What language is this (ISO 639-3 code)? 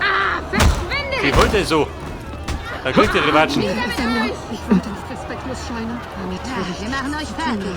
bar